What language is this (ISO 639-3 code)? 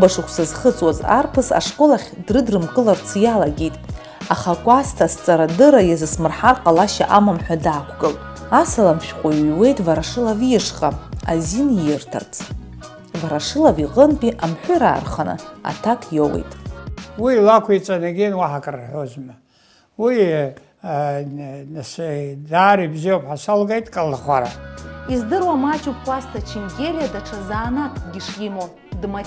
abk